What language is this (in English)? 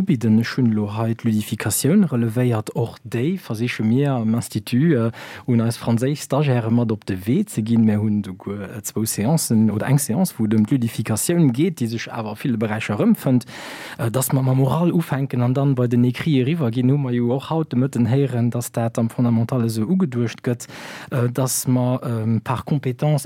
Luxembourgish